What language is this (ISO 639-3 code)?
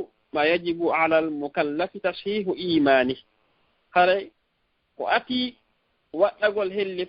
ful